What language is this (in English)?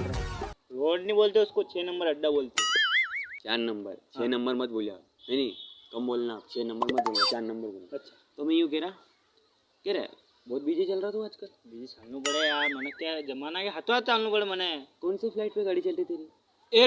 Rajasthani